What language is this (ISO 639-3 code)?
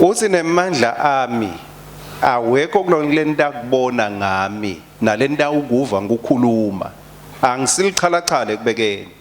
ssw